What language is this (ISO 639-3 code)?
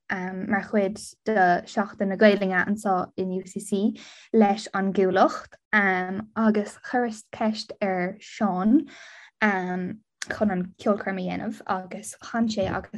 gle